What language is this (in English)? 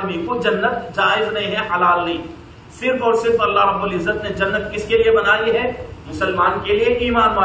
Urdu